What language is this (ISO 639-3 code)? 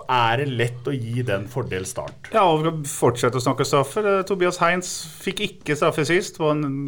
nor